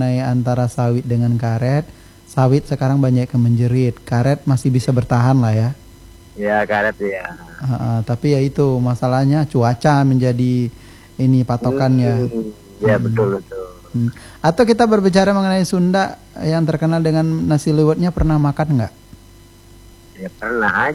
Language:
Indonesian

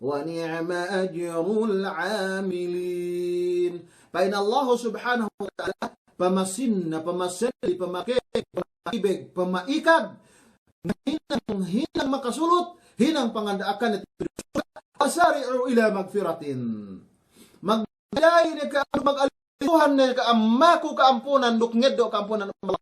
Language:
Yakan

